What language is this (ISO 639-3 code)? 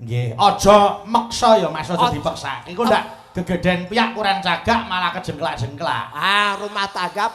jav